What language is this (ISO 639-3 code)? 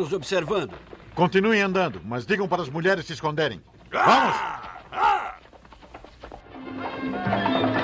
por